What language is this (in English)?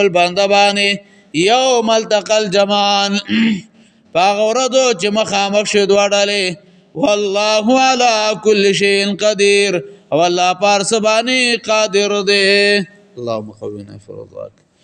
Pashto